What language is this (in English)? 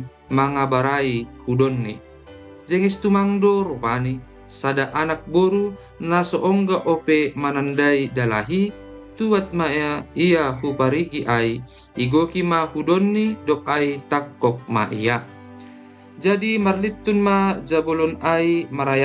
Batak Simalungun